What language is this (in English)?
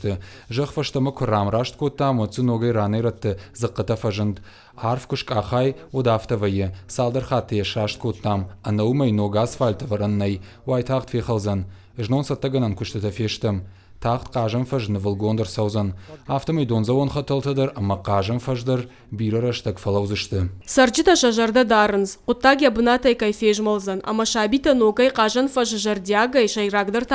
Ossetic